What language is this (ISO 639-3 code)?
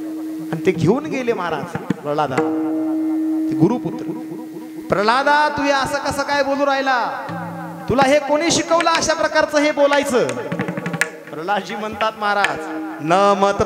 mar